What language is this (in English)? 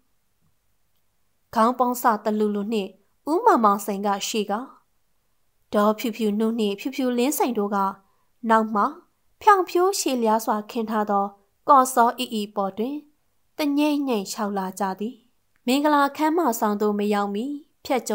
Burmese